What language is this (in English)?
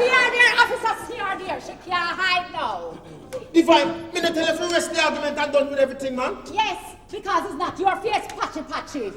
Jamaican Creole English